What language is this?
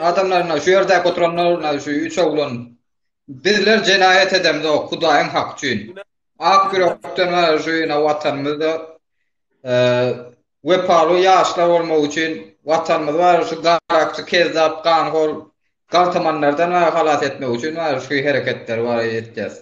Turkmen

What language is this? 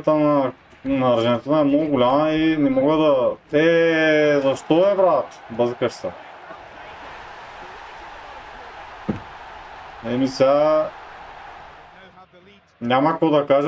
Bulgarian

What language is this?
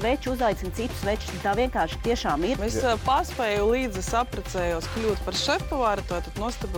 Latvian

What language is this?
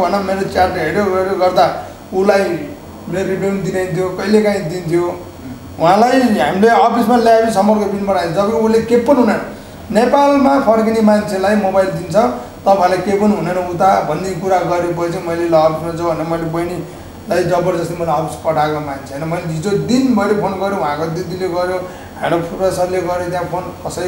Nepali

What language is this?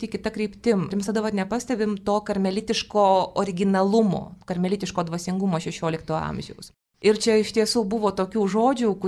Lithuanian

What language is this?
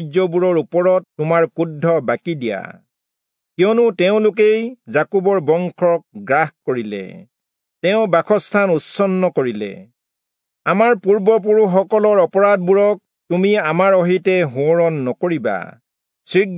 Assamese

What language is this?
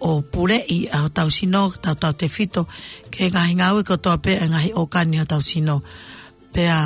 Tongan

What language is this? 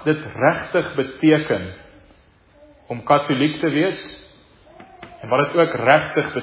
Afrikaans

